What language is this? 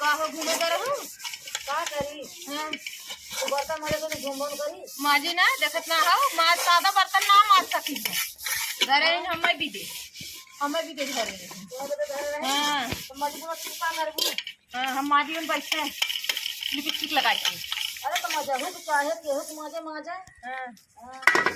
Awadhi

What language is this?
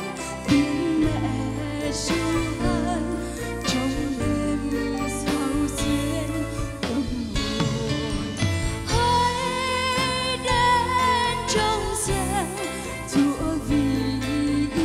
Vietnamese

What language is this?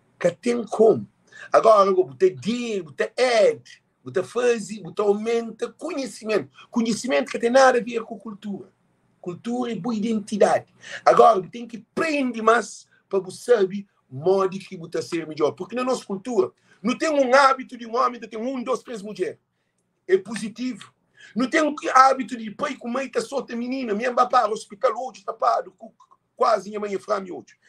Kabuverdianu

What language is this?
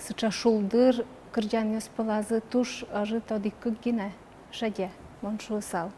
Udmurt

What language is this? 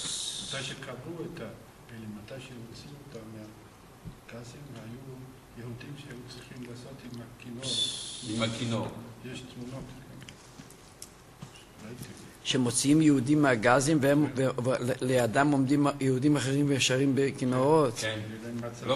Hebrew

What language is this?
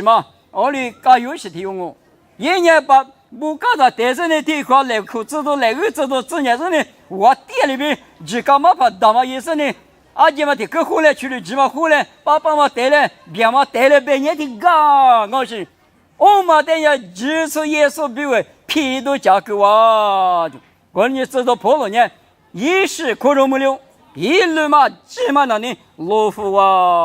Lisu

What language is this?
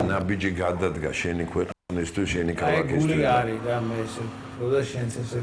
Georgian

